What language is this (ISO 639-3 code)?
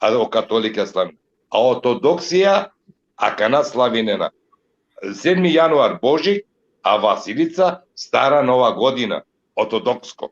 rmn